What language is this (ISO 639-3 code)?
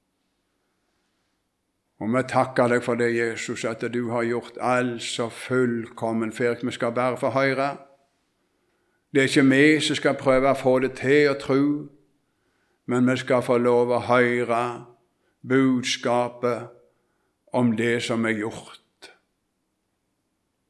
nor